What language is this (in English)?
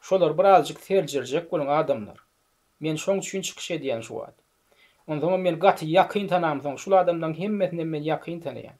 Turkmen